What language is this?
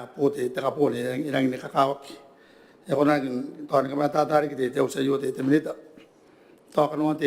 Gilbertese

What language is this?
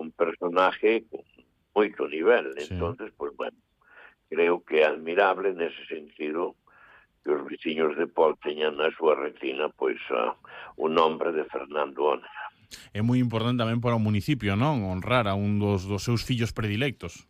Galician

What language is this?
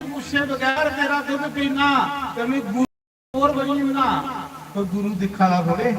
Dogri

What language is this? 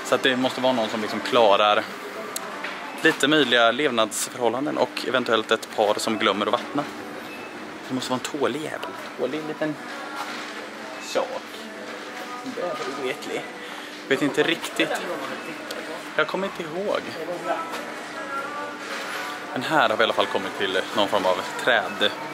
Swedish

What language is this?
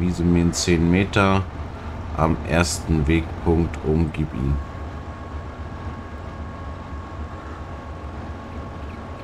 German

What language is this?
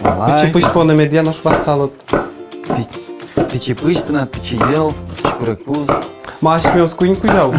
Udmurt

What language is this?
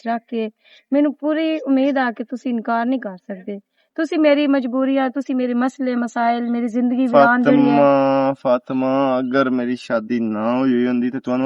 Western Panjabi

